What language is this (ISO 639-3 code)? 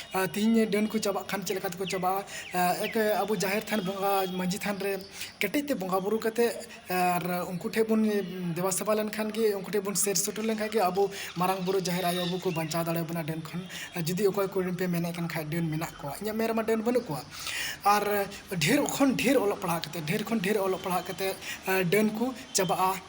sat